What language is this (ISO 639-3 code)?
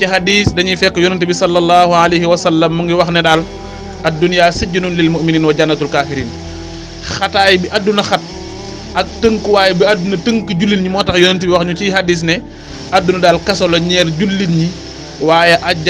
wol